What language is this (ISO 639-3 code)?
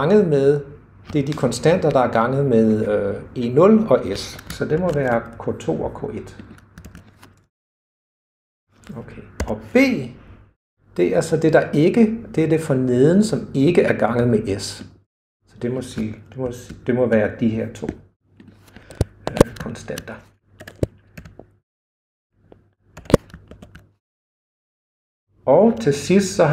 dan